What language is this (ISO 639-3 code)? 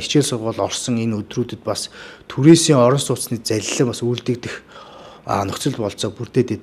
mon